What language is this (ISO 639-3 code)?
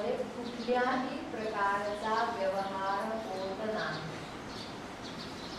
mar